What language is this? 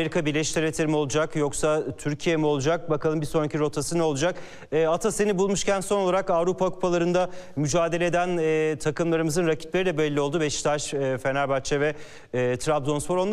Turkish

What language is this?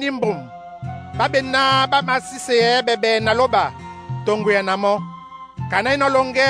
Duala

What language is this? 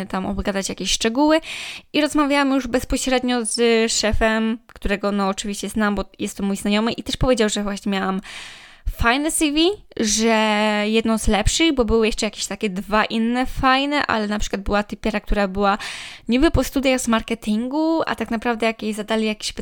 Polish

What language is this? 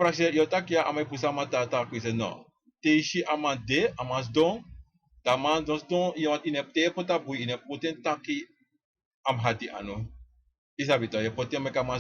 Sranan Tongo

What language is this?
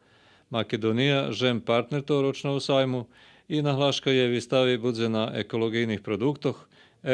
Rusyn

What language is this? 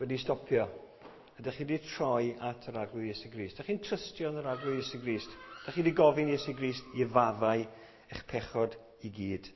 Welsh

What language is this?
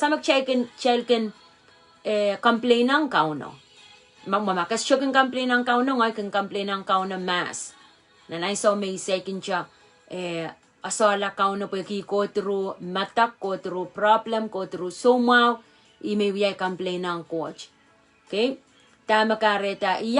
Pohnpeian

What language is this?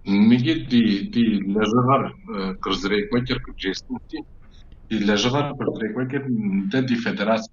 Kabardian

